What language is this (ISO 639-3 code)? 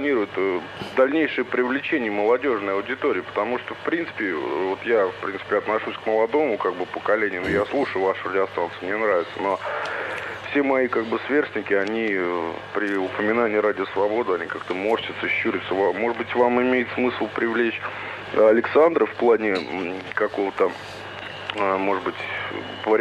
rus